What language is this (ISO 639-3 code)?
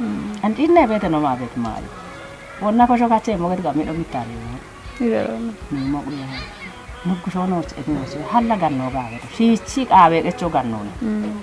kbr